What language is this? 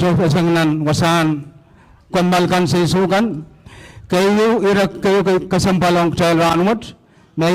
Pohnpeian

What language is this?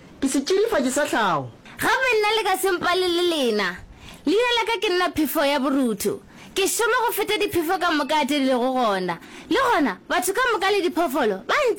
Northern Sotho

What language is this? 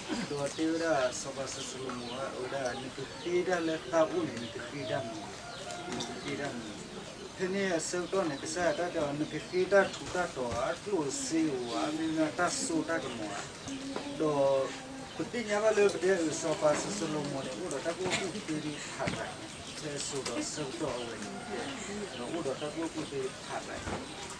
S'gaw Karen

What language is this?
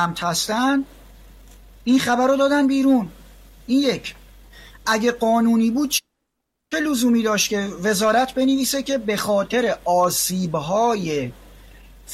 Persian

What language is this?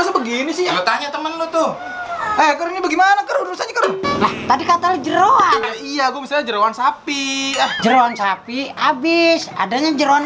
Betawi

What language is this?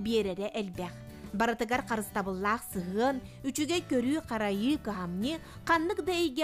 Yakut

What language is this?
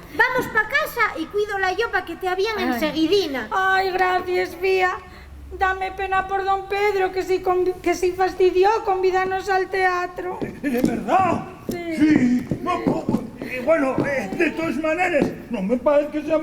Asturian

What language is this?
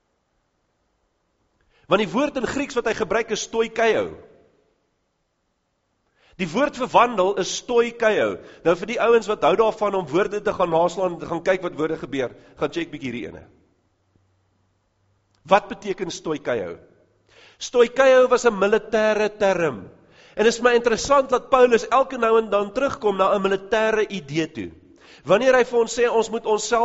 Afrikaans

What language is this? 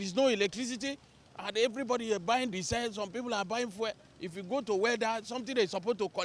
Nigerian Pidgin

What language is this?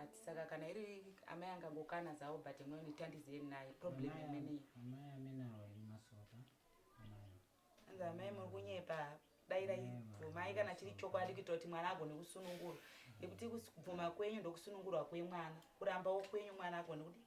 Shona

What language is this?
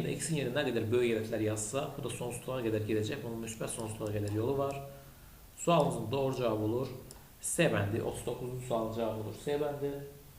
Azerbaijani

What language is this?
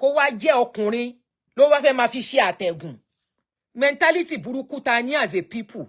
Yoruba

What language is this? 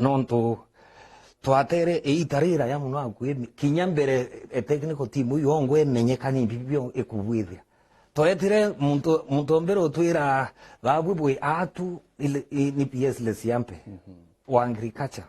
Meru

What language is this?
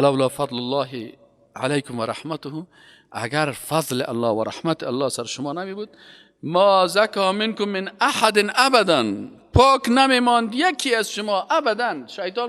Persian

